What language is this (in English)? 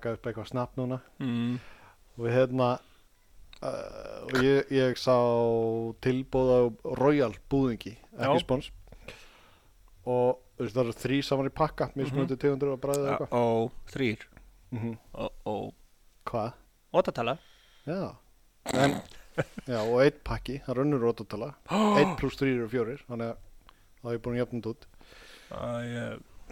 Icelandic